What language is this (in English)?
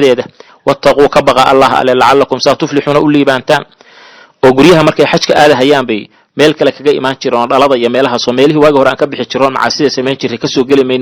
Somali